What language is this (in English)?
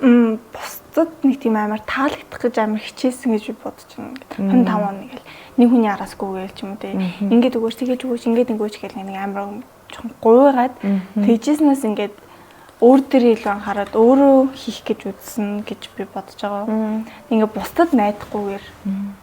Mongolian